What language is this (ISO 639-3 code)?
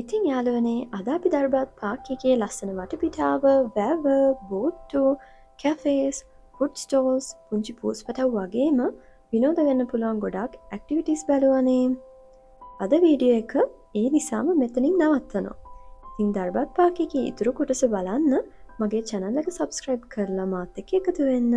sin